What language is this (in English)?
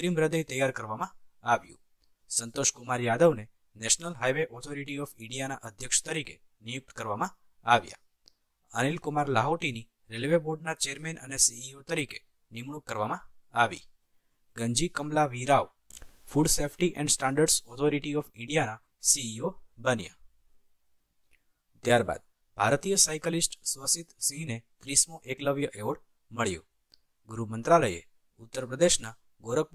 Gujarati